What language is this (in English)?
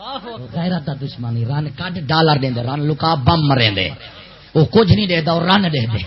Saraiki